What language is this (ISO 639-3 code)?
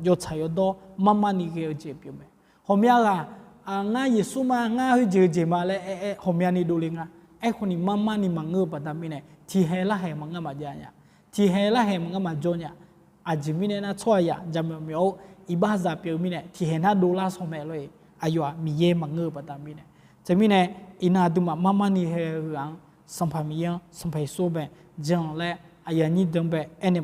ahk